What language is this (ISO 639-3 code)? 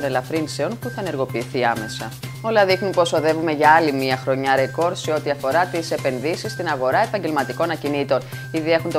ell